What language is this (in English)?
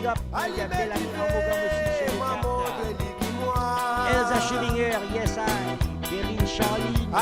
Morisyen